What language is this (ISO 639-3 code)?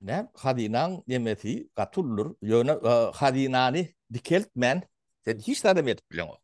tuk